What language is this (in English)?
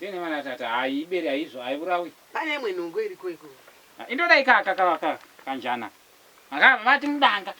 Shona